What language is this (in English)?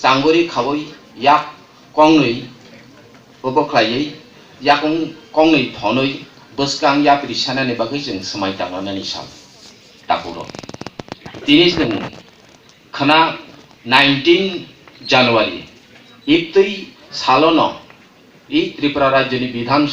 Kok Borok